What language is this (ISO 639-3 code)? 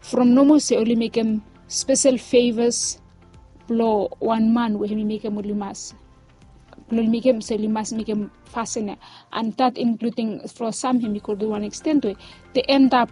bis